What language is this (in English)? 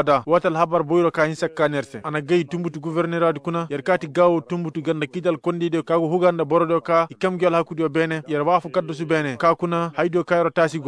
Koyraboro Senni